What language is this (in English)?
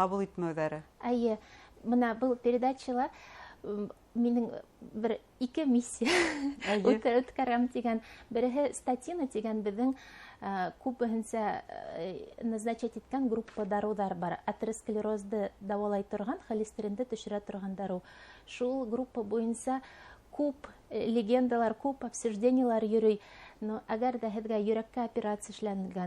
Bashkir